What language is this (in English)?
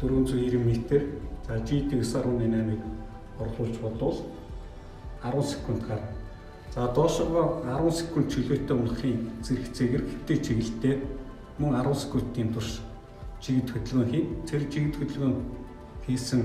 Mongolian